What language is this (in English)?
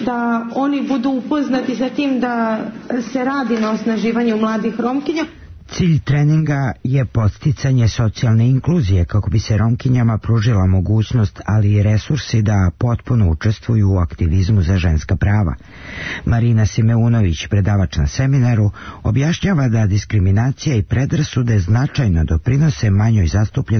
Serbian